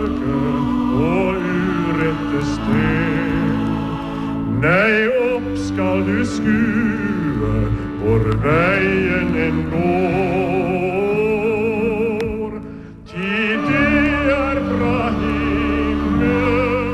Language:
Norwegian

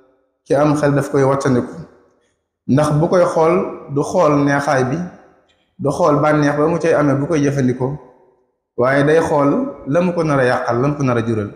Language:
Wolof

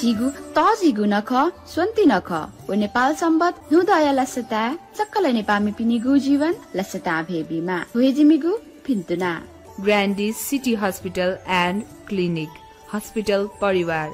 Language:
Newari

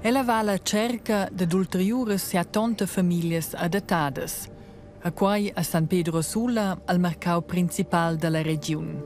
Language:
Romansh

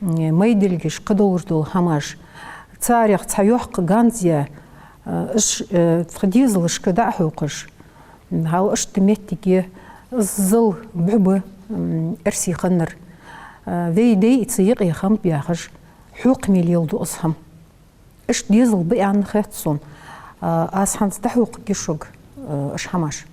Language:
Ingush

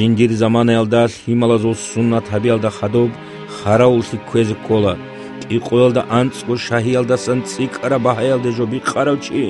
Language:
Avaric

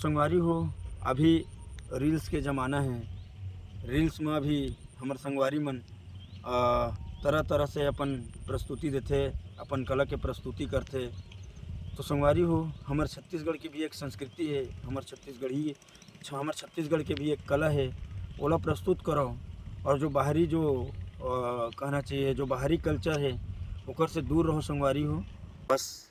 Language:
Chhattisgarhi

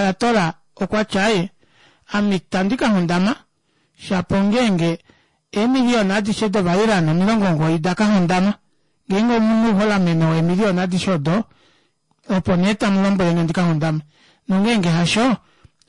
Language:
Kuanyama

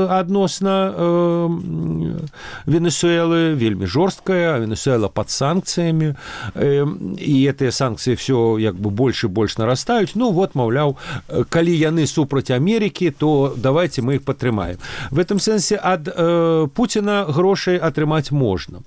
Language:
Belarusian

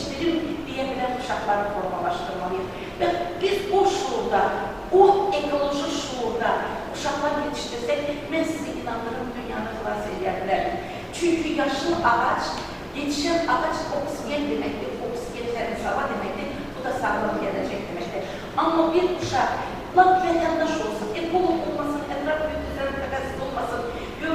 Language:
Azerbaijani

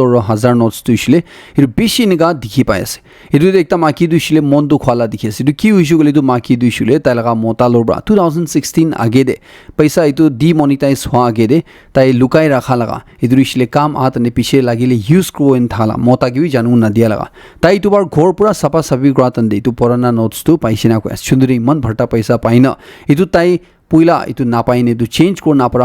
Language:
Naga Pidgin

